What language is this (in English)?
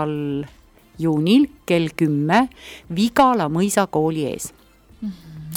Estonian